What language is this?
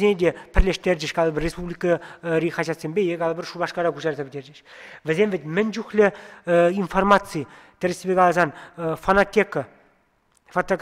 Chuvash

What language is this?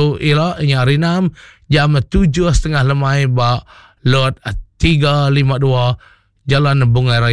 Iban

